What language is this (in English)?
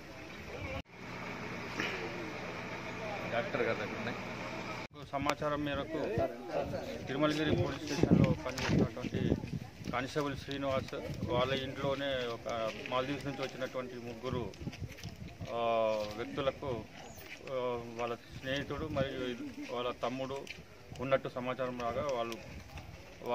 Telugu